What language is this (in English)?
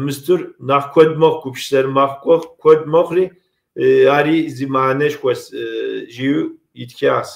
Kabardian